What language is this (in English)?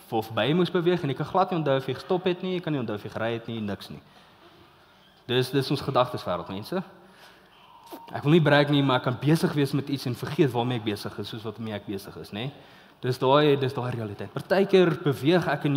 Afrikaans